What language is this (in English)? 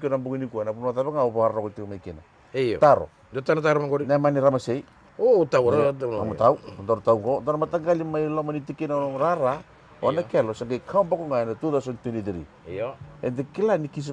Fijian